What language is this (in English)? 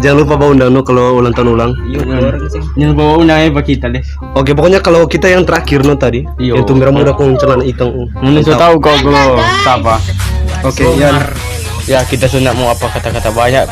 Manado Malay